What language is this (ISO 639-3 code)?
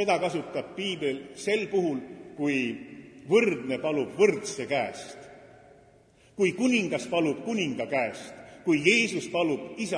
est